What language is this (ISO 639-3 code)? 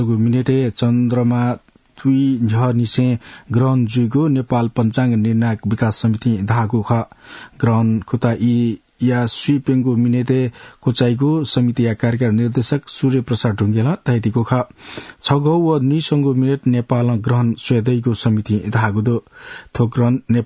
new